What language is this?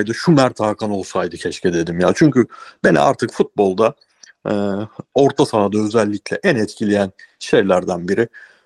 Turkish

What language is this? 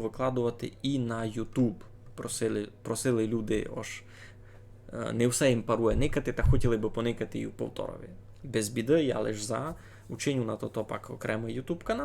Rusyn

